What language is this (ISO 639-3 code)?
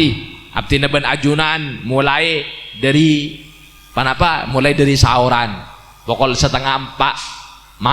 mad